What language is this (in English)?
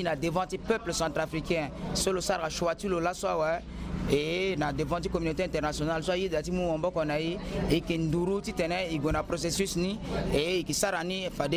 Sango